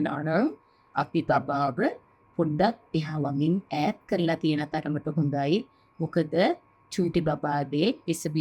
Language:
Sinhala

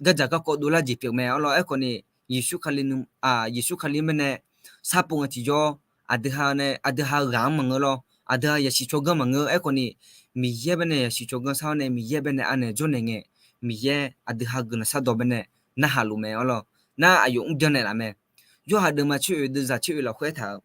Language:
Akha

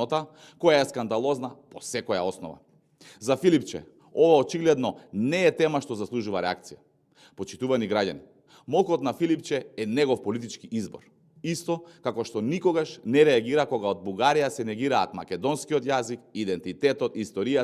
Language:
Macedonian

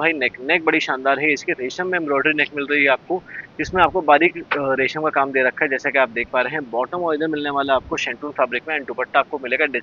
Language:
Hindi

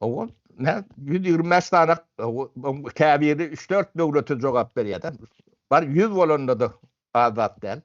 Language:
Turkmen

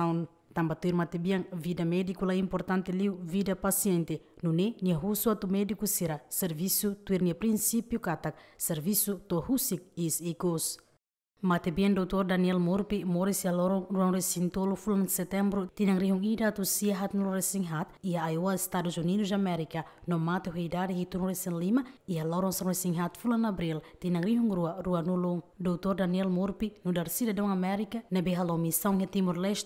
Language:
Tetum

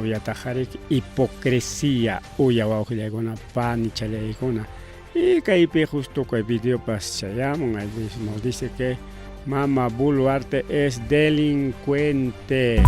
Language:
Ayacucho Quechua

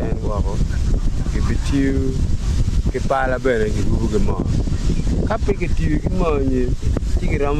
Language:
Acoli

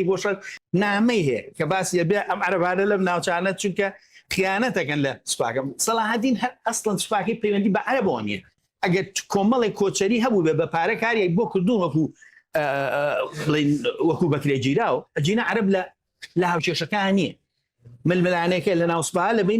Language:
Central Kurdish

